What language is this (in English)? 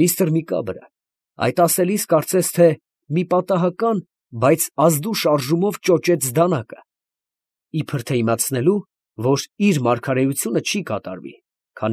Armenian